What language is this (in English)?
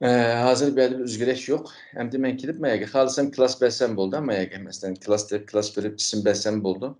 Uyghur